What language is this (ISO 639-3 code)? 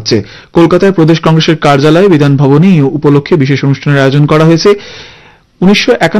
ben